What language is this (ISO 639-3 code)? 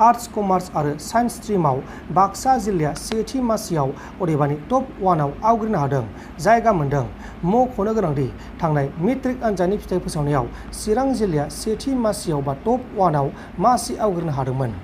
brx